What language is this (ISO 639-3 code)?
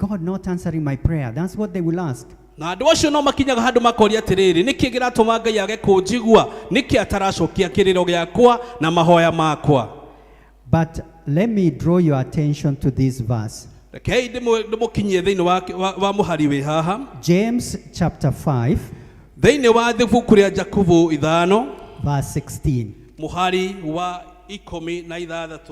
kik